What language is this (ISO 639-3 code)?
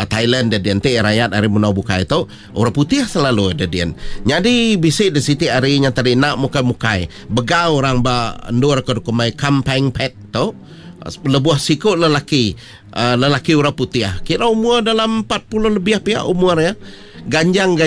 iba